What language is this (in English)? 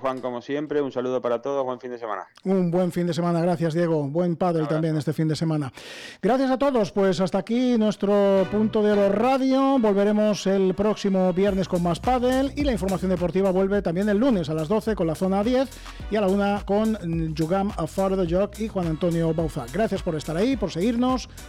Spanish